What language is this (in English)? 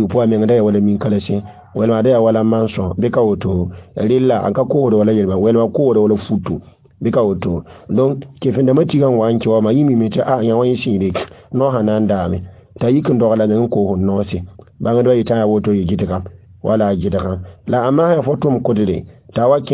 Mossi